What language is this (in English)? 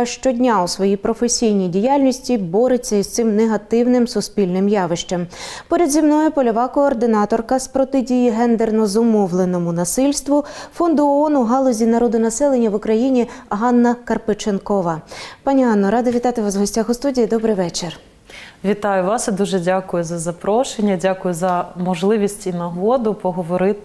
Ukrainian